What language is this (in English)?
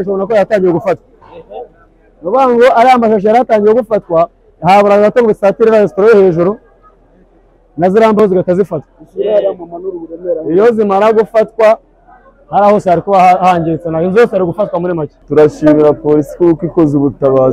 Kinyarwanda